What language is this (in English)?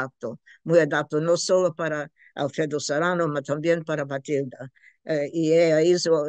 Ladino